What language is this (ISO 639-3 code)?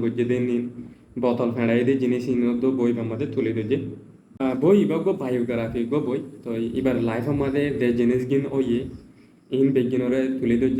rhg